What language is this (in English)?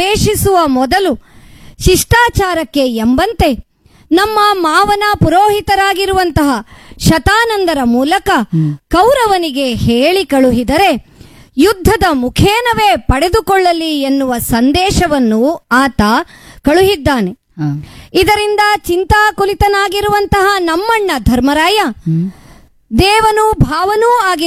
Kannada